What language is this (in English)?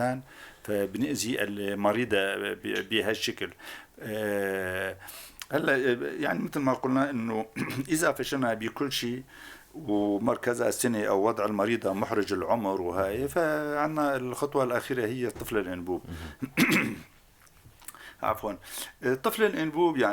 North Levantine Arabic